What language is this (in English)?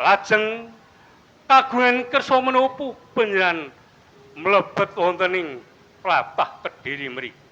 Javanese